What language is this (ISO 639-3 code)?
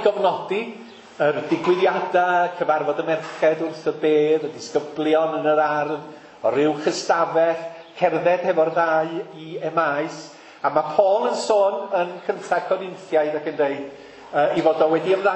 cym